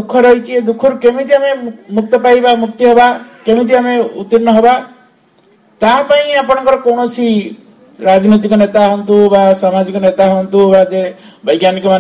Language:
Odia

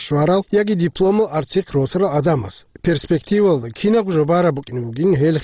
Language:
Avaric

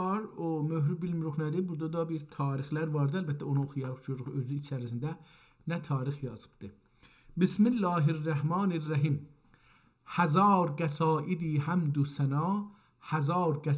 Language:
South Azerbaijani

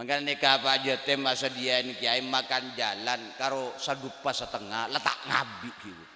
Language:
Madurese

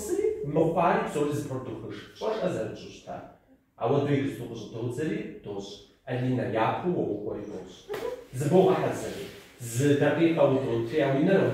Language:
Kabardian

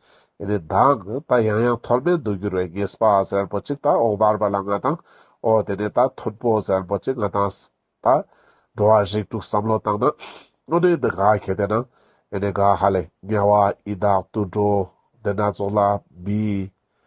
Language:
Ladakhi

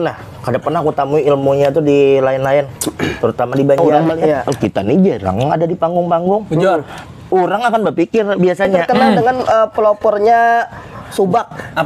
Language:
Banjar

